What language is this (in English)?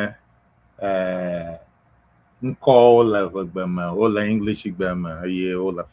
Ewe